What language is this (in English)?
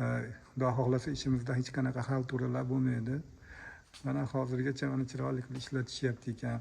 Uzbek